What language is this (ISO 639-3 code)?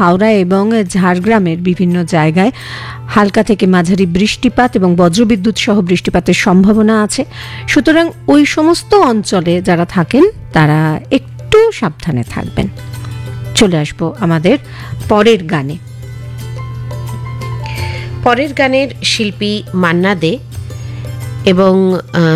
ben